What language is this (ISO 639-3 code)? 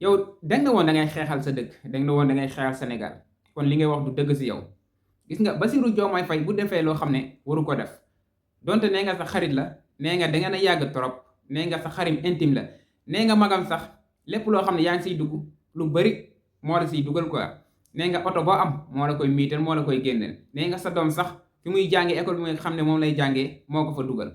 wol